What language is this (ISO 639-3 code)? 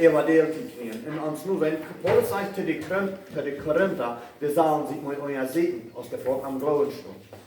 pdt